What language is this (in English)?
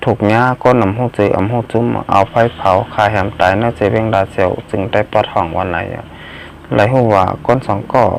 Shan